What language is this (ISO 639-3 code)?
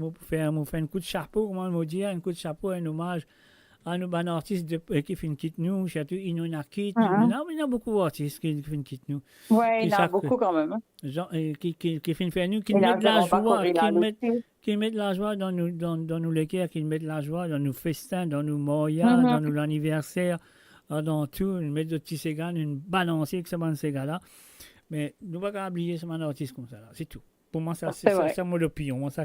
mfe